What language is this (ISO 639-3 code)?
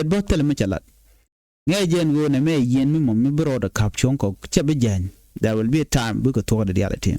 nus